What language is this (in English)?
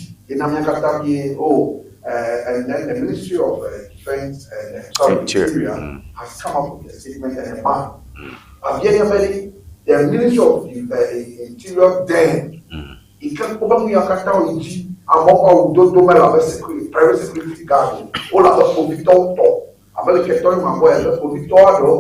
Ewe